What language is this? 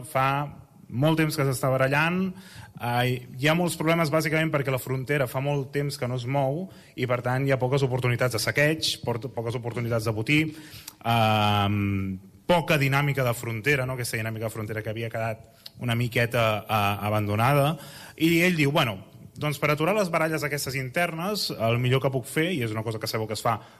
Catalan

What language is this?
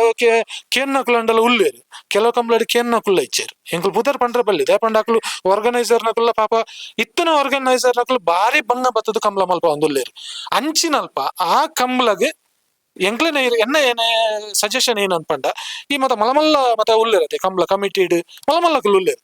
Tulu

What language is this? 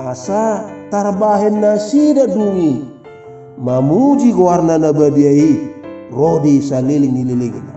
Batak Toba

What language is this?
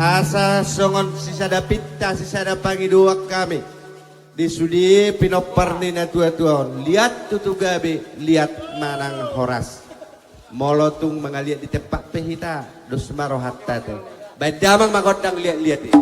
Batak Toba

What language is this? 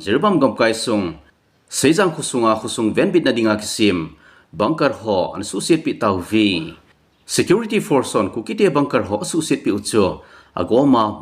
Thado Chin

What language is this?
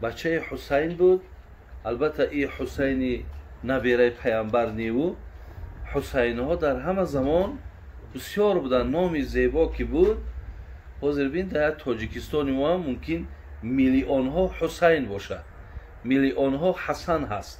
Tajik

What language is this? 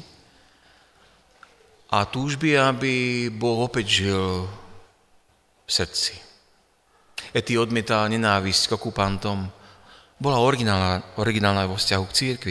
Slovak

